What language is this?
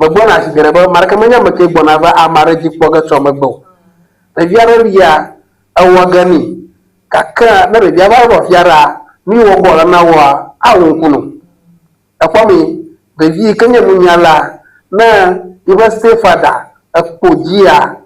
Ewe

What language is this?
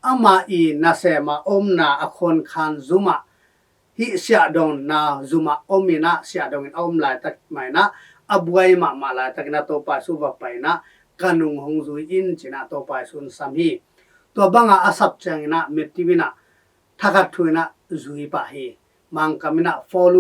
Tedim Chin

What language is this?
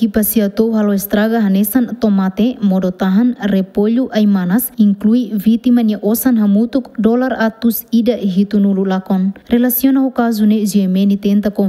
Tetum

